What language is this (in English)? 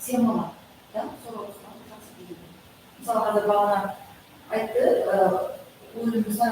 Kara-Kalpak